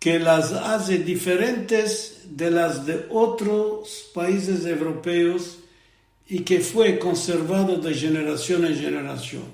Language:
Ladino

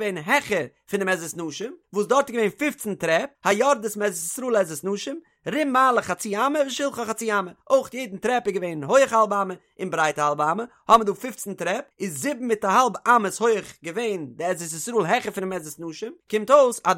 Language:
Yiddish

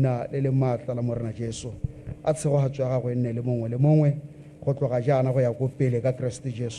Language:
Tswana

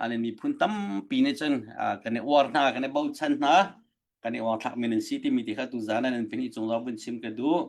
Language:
Hakha Chin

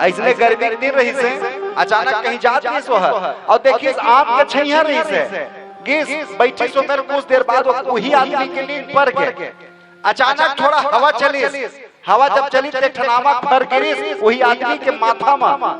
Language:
Chhattisgarhi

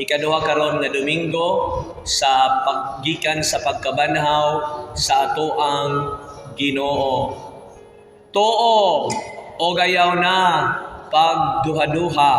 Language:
Cebuano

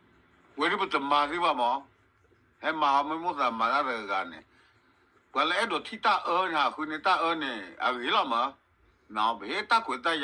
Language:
S'gaw Karen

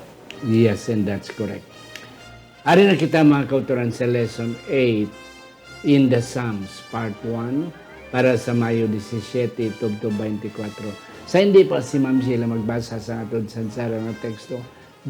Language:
Hiligaynon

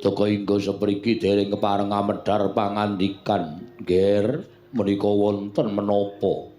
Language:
Javanese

